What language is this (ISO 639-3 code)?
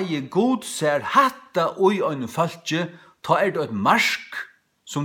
fao